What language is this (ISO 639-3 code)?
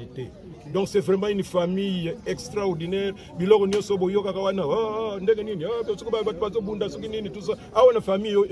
lin